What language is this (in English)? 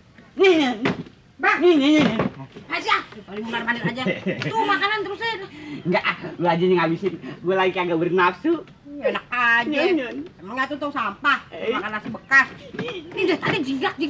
Betawi